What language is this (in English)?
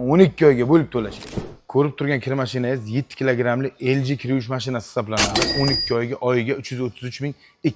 Uzbek